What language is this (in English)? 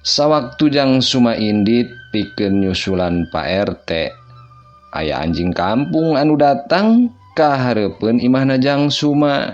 Sundanese